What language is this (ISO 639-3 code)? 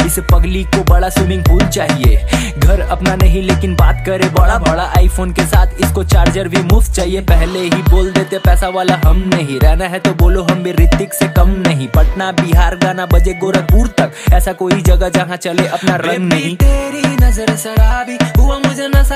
hin